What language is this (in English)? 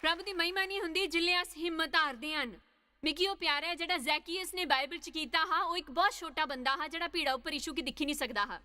Dogri